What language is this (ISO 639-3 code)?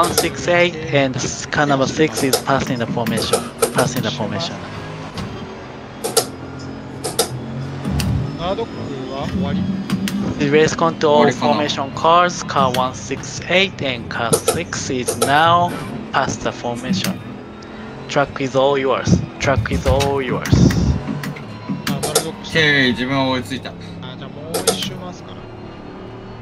jpn